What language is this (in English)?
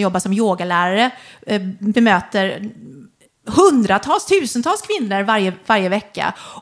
Swedish